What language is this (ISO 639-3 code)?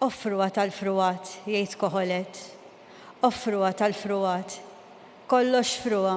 mlt